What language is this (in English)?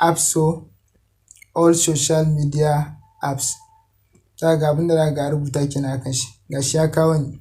Hausa